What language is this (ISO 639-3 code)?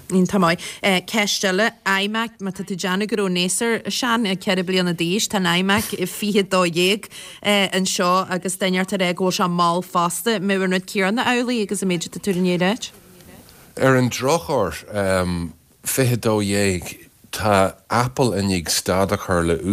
gle